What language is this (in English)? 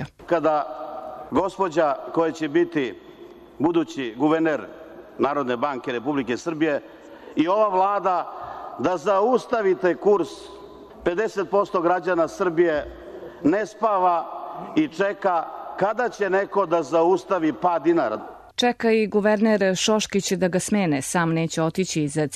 Serbian